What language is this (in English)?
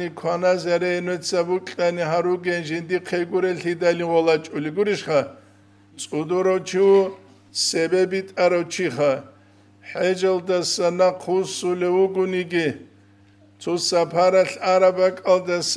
Avaric